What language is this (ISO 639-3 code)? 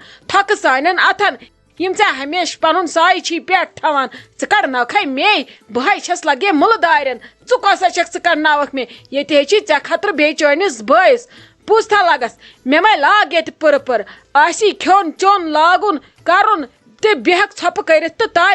kas